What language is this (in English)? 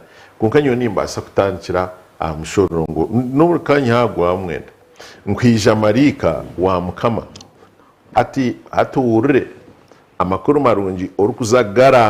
Nyankole